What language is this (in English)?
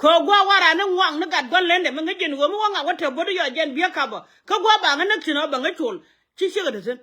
Nuer